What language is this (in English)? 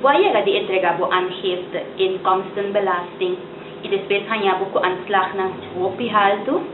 Papiamento